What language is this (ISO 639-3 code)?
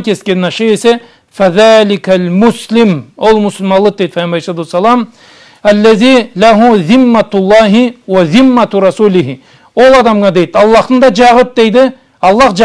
krc